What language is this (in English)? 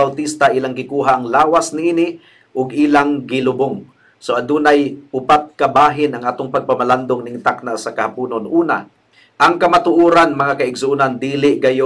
Cebuano